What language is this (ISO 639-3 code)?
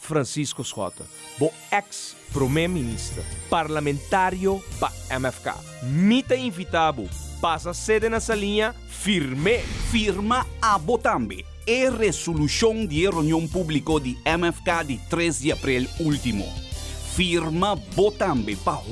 pap